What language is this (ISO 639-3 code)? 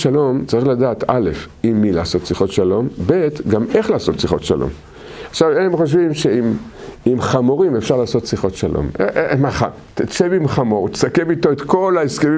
heb